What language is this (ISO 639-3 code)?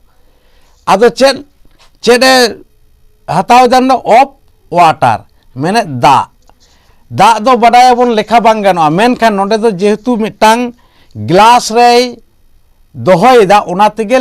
sat